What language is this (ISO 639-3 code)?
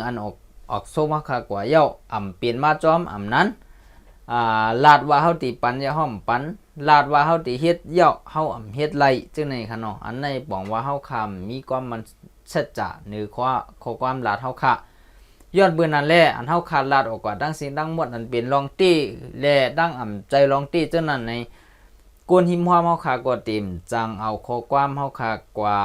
shn